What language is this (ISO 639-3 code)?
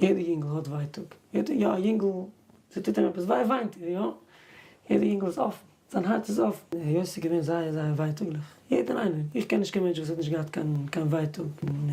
yid